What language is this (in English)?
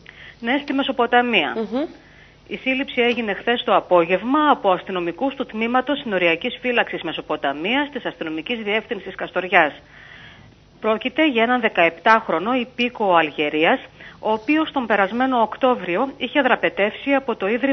Greek